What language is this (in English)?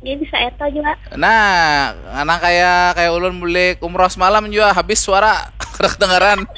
Banjar